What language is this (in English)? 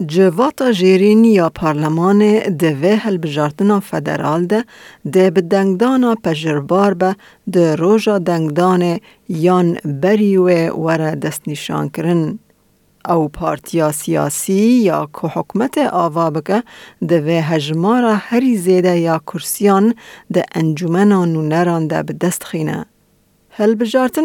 Kurdish